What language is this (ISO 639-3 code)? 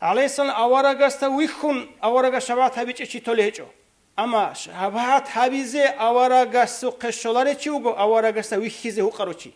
ava